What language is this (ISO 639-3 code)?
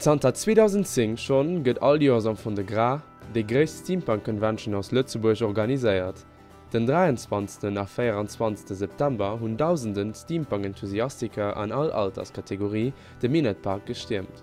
ltz